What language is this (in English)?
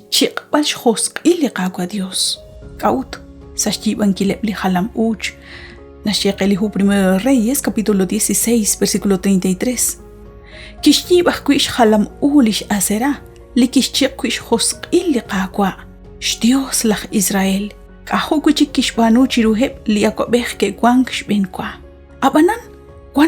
Kekchí